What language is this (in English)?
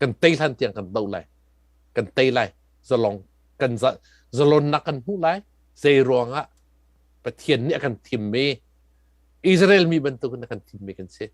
Hakha Chin